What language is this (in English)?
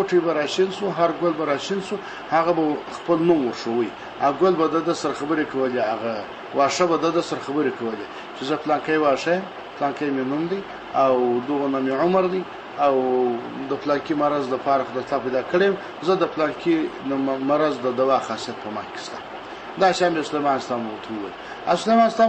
Pashto